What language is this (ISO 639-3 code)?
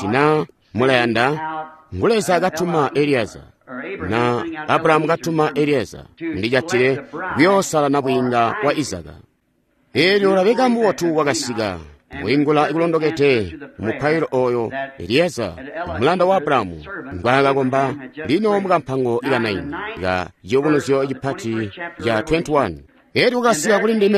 toi